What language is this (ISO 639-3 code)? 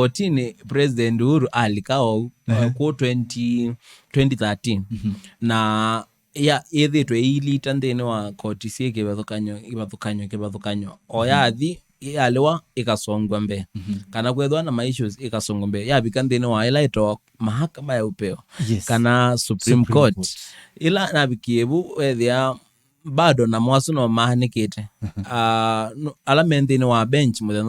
kam